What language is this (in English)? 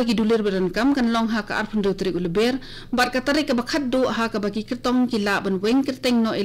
Khasi